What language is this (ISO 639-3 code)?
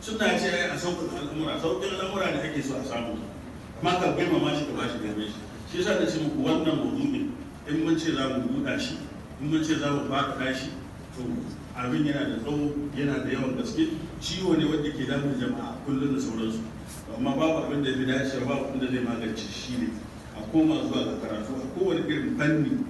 hau